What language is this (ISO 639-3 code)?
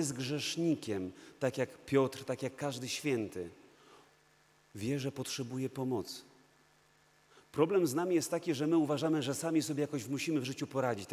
pol